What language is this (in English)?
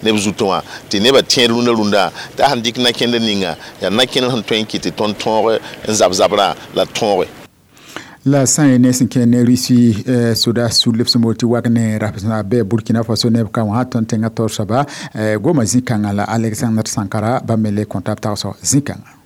Mossi